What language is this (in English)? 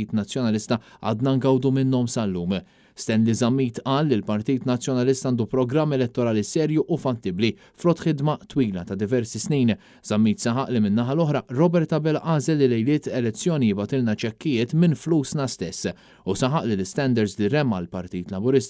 Maltese